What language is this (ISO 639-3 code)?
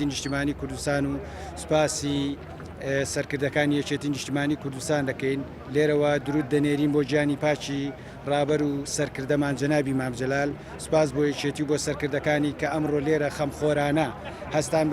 ckb